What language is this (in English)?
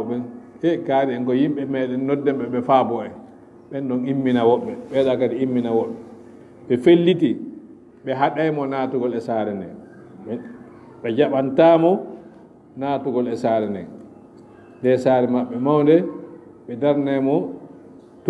Fula